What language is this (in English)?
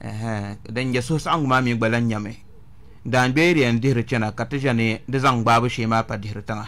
Dagbani